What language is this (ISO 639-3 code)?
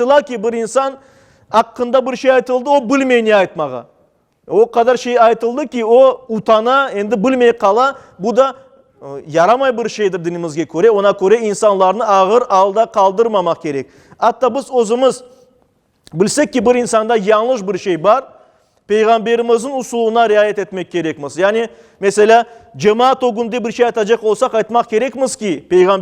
crh